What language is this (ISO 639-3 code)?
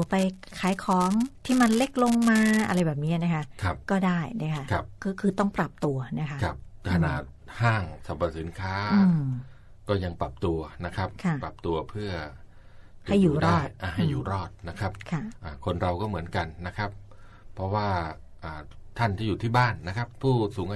tha